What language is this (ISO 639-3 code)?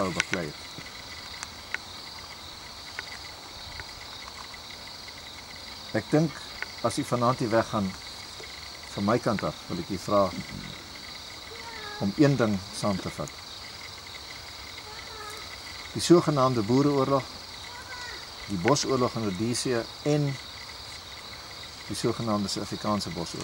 afr